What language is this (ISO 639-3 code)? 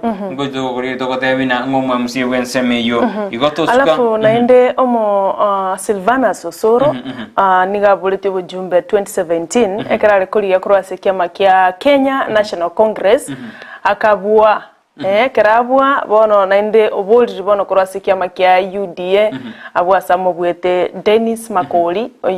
guz